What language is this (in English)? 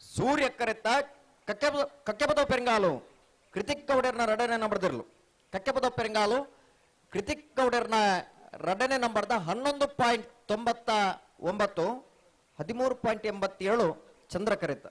Tulu